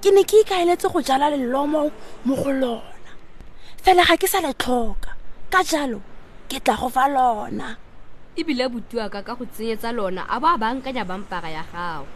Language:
Tswana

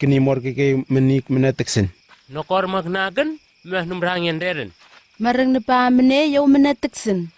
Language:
Southwest Tanna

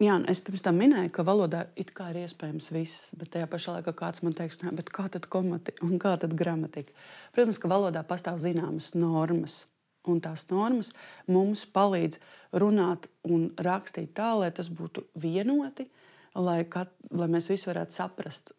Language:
Latvian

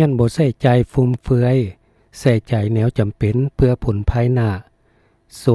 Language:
Lao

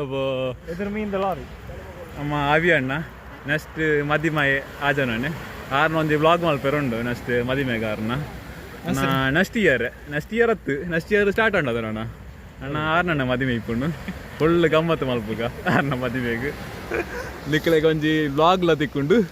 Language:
Tulu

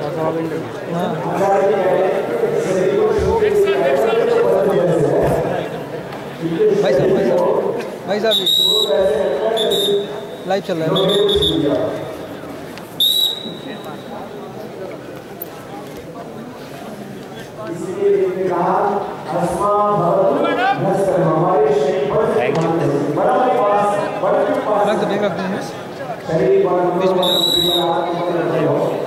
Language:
Hindi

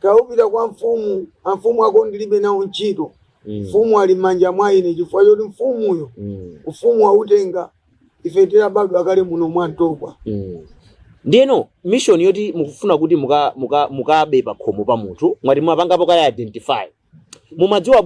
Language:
Nyanja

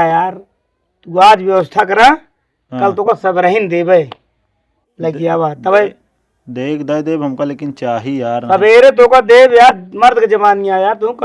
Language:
Awadhi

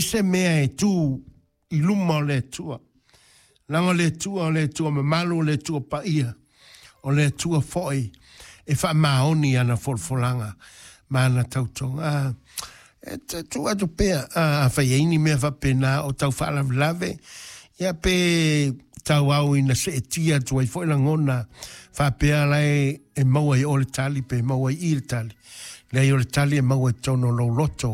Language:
Samoan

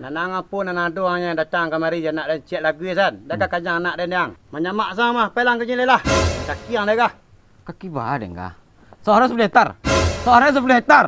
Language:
Minangkabau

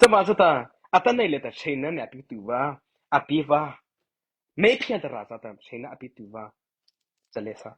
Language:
Mara Chin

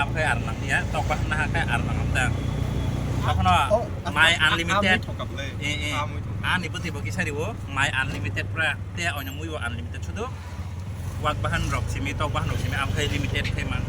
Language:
Kok Borok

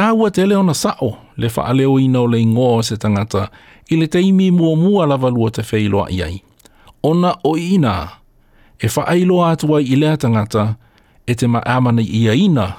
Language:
Samoan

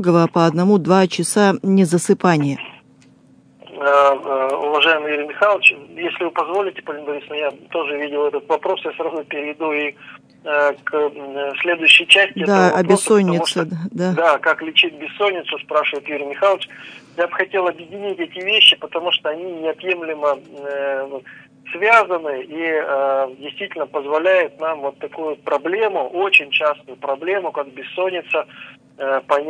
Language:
Russian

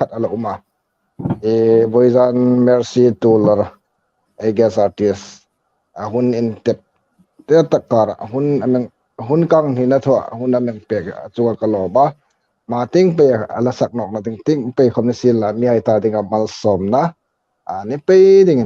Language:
Hmar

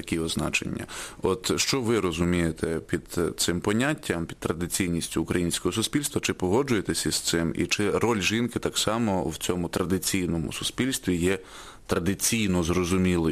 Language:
Ukrainian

